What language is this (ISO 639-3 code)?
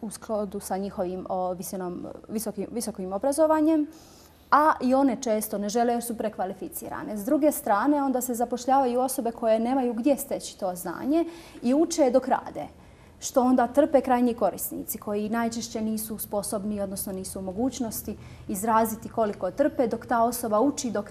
bos